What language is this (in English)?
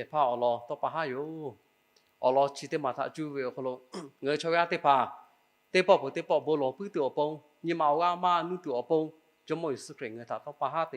Lahu